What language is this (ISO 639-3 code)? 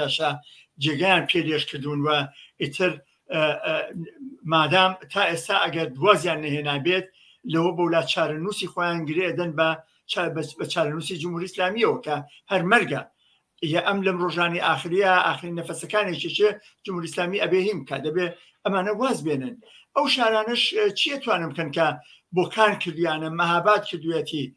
ckb